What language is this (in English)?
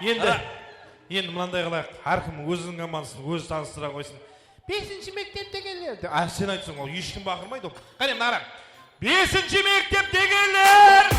Kara-Kalpak